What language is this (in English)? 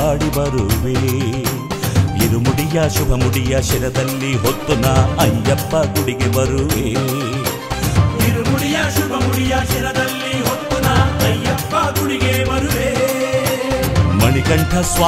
Kannada